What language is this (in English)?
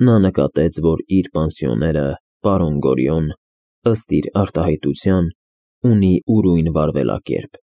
Armenian